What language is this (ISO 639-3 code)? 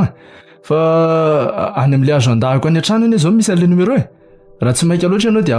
mlg